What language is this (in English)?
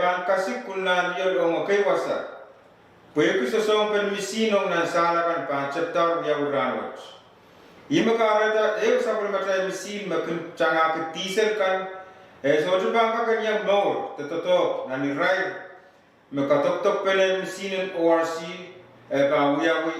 Pohnpeian